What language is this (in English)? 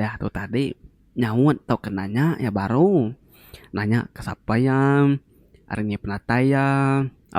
Iban